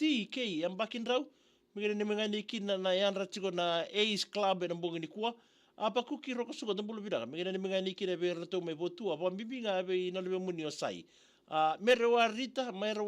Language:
Fijian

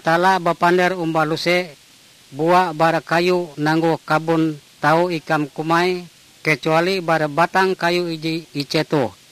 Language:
Ngaju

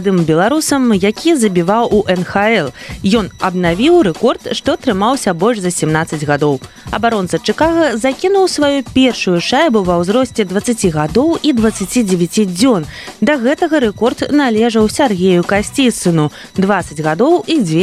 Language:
Belarusian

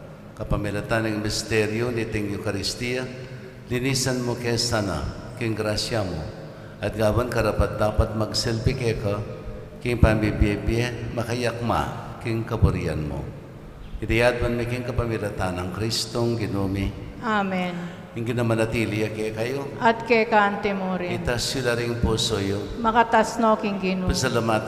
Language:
Pampanga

